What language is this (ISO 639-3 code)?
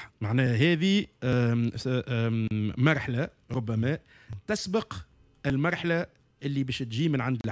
aeb